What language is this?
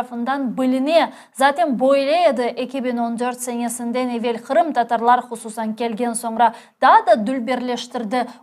Crimean Tatar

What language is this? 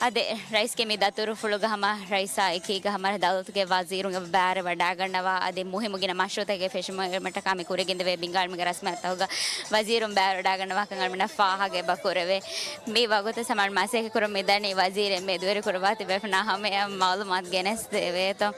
Divehi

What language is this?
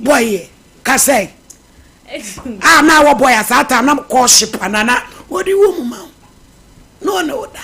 Akan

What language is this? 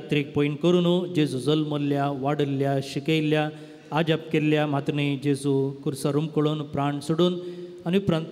Konkani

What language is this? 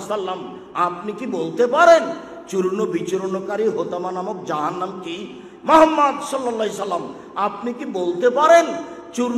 Bangla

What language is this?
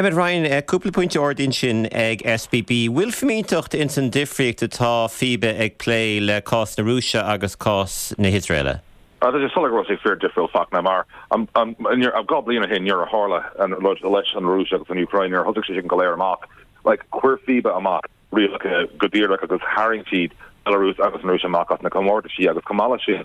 Irish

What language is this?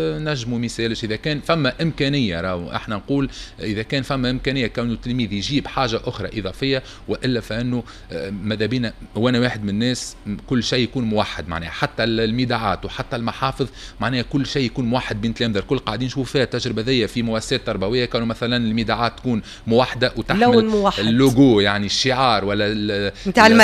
Tunisian Arabic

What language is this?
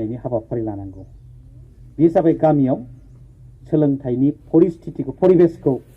Bodo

